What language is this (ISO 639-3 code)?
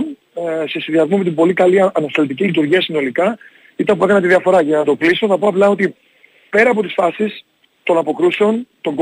ell